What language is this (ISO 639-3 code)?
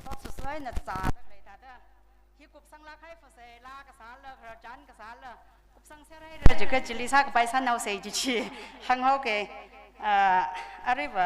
nmf